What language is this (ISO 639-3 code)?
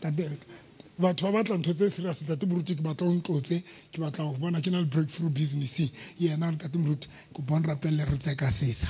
sot